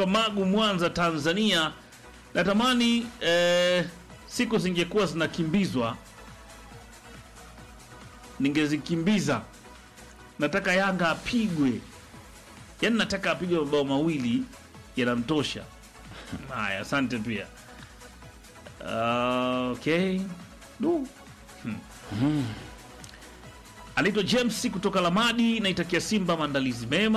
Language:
Swahili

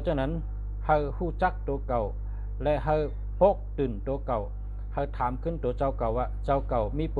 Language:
Shan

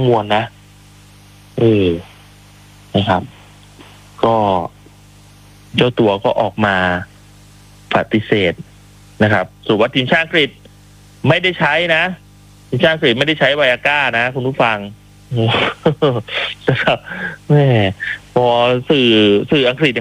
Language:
Thai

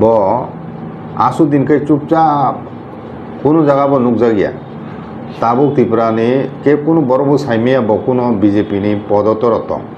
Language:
Kok Borok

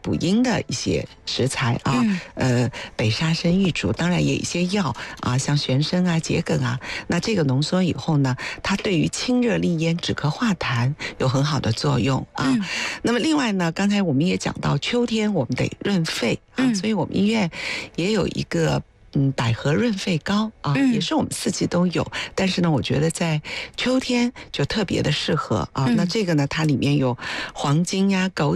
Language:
Chinese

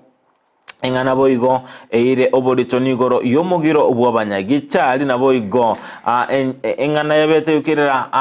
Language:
Gusii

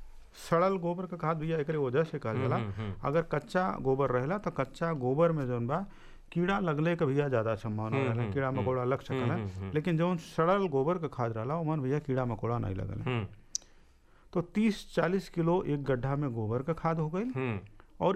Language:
Bhojpuri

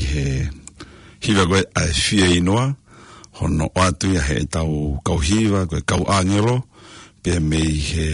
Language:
Tongan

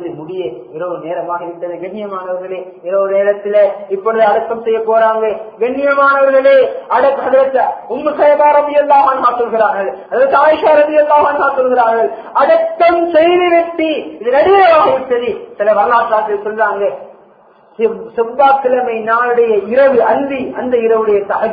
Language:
Tamil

